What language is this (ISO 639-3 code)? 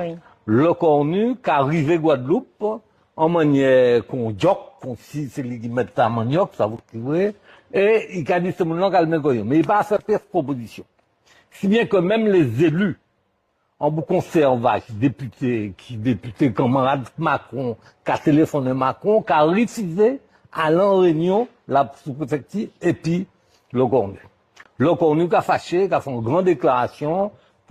gcf